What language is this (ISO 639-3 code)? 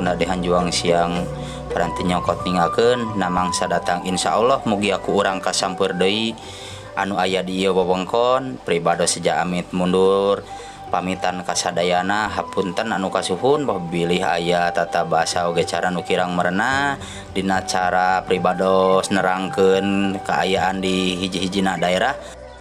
sun